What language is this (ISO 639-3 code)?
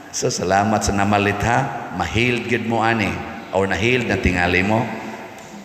ceb